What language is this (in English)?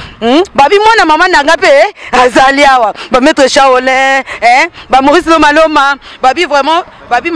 Lingala